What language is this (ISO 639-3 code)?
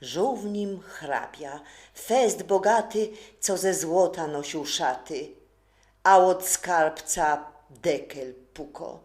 szl